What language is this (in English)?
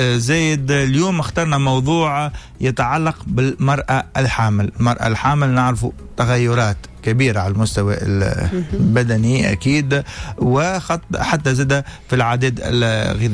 Tunisian Arabic